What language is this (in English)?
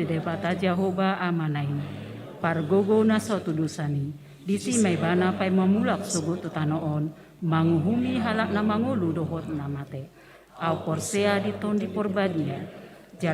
Batak Toba